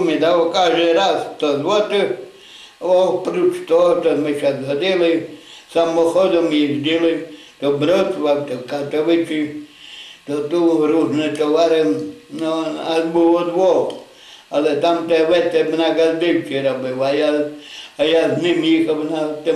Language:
Rusyn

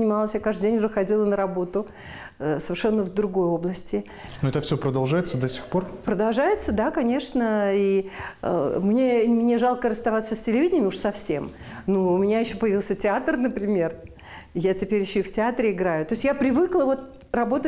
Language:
Russian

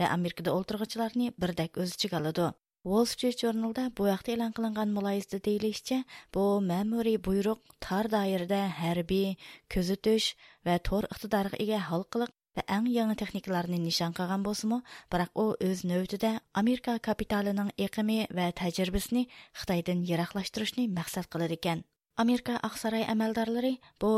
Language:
Uyghur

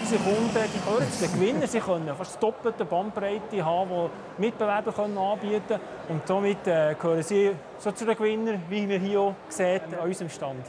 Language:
Swiss German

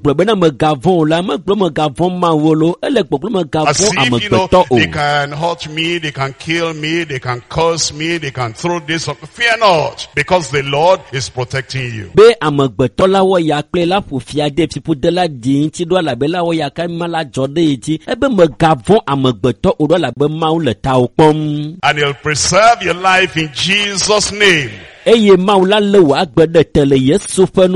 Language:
Ewe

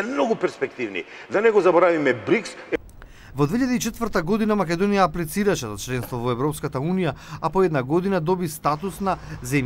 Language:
Macedonian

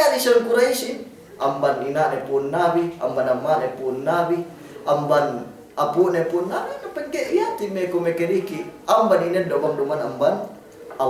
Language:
Yakan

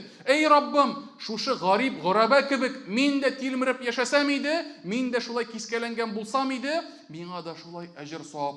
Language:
Tatar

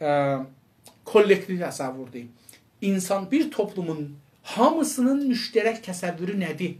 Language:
South Azerbaijani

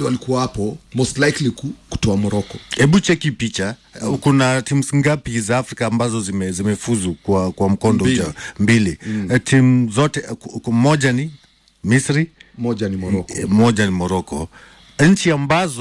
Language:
Swahili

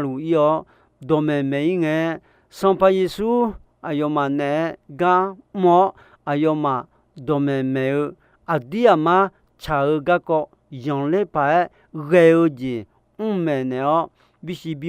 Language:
Akha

